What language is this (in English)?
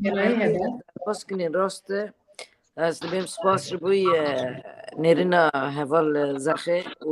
Kurdish